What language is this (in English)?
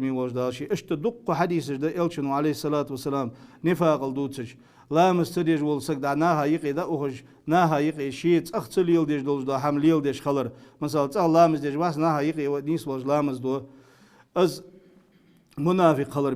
Ingush